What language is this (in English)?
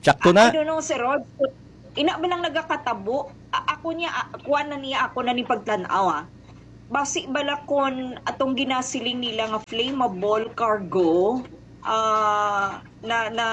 Hiligaynon